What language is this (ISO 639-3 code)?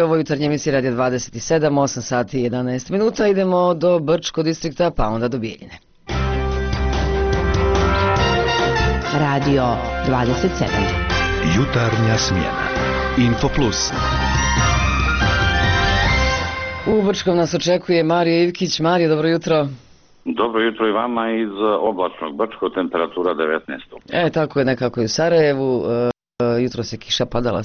bos